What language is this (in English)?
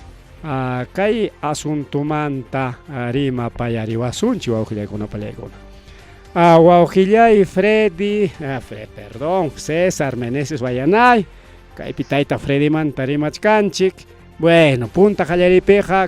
Ayacucho Quechua